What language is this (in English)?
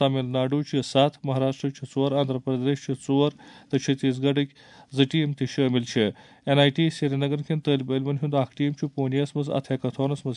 Kashmiri